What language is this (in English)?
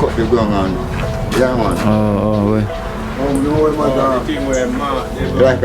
Jamaican Creole English